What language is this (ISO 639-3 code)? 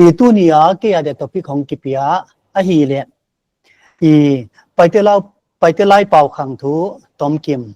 pck